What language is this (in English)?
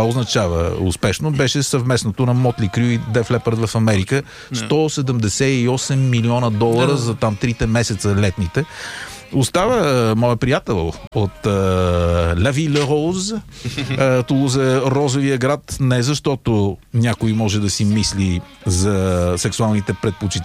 Bulgarian